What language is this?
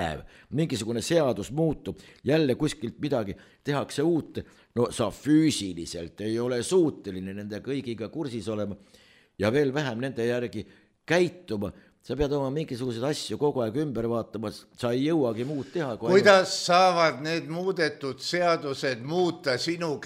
Estonian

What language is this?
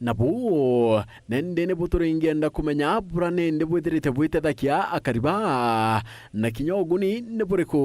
Meru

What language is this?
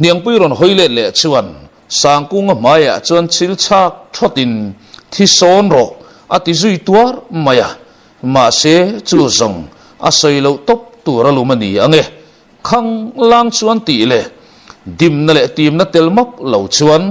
Mizo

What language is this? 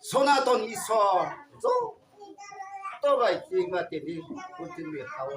Riang (India)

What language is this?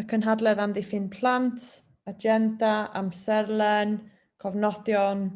Welsh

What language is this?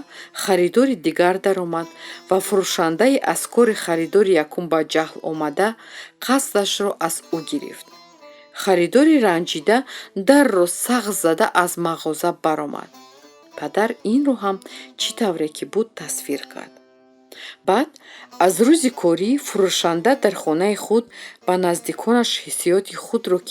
Tajik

